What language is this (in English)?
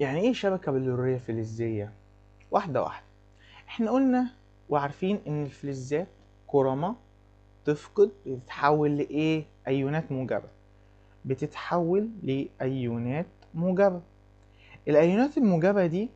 Egyptian Arabic